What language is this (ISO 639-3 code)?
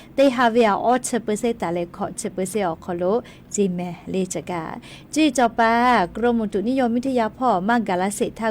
lhu